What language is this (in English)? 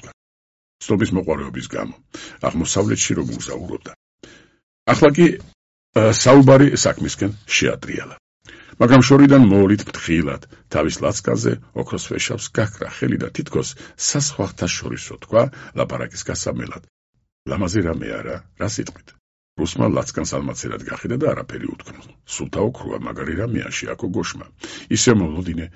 Georgian